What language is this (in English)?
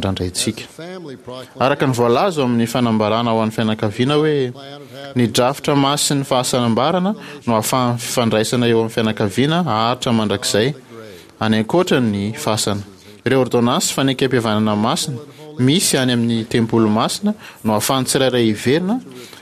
Malagasy